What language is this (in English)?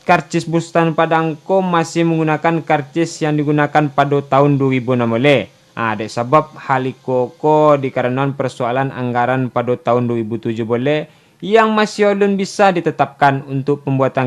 Minangkabau